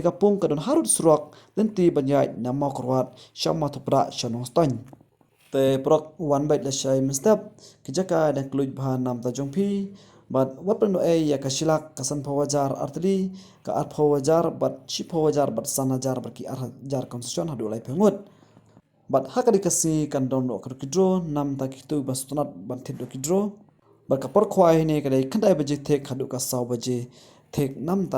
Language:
Khasi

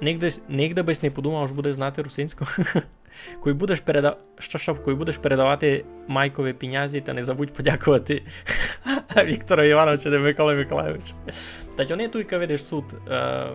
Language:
Rusyn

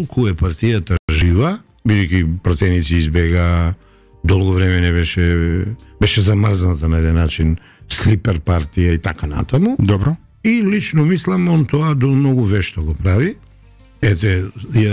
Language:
Macedonian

